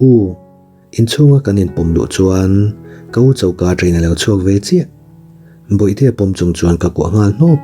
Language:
Mizo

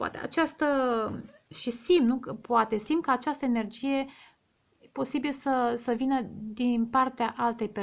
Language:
Romanian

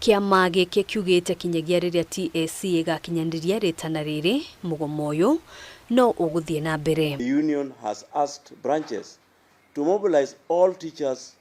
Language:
Kikuyu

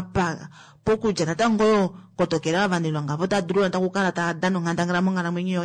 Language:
Kuanyama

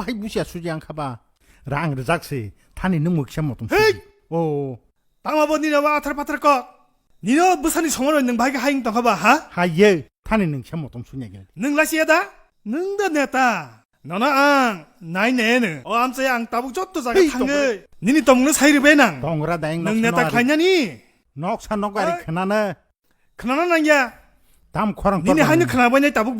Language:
Kok Borok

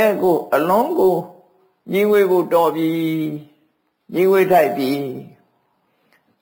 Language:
Burmese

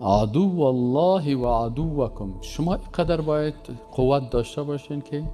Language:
Persian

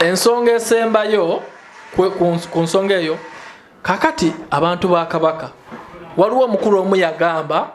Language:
Ganda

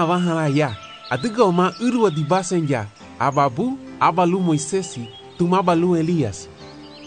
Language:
Garifuna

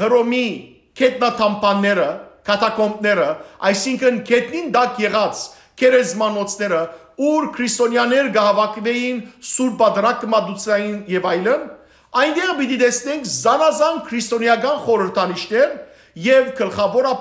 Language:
Western Armenian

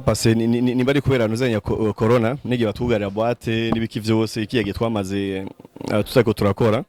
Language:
Rundi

